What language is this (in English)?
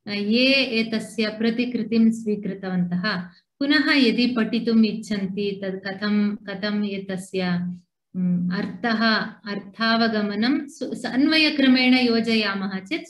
Sanskrit